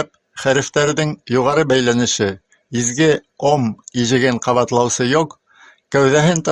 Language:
Bashkir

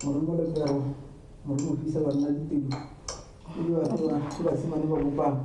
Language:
Tswana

